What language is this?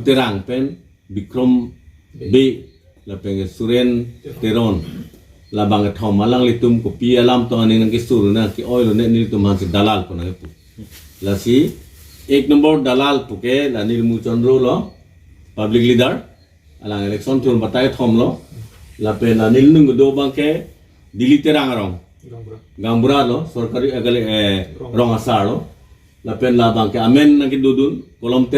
Karbi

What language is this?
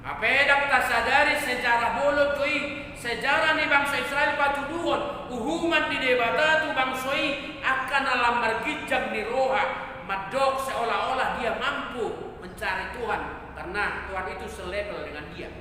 Batak Toba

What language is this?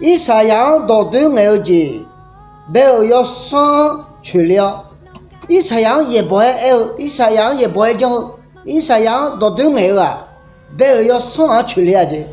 Akha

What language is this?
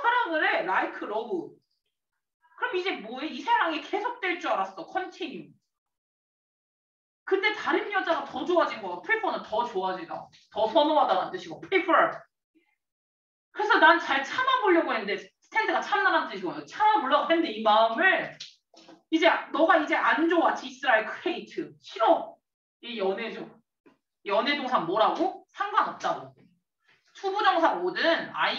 Korean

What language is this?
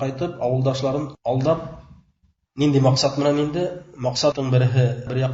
Bashkir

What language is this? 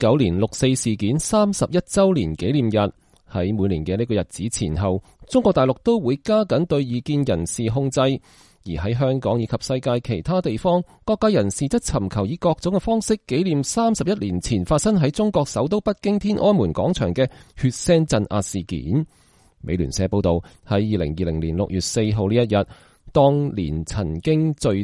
Cantonese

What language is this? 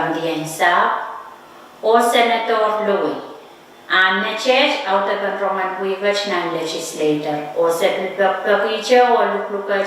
Pohnpeian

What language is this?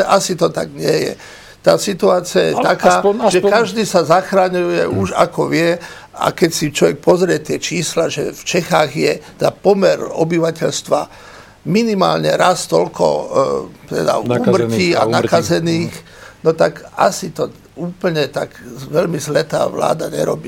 Slovak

